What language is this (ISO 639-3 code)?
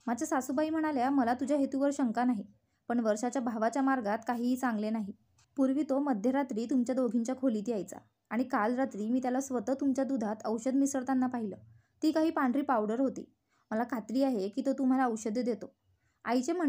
mar